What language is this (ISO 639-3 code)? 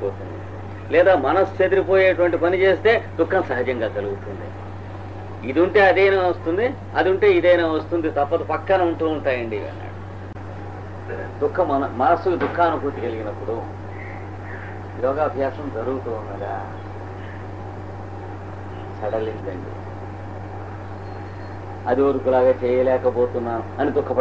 tel